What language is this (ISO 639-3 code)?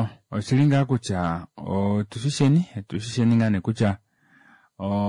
kua